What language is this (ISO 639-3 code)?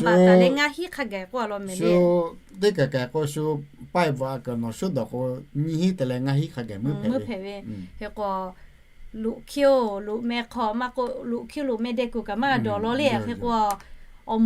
lhu